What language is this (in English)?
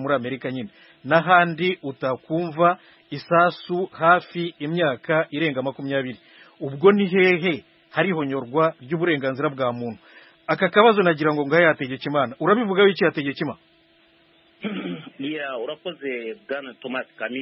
Kinyarwanda